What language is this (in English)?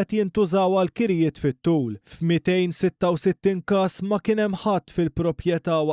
Maltese